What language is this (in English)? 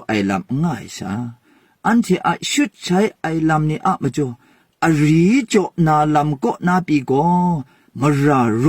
Kachin